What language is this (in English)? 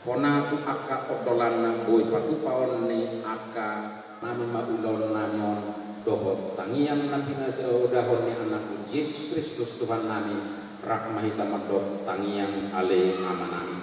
Batak Toba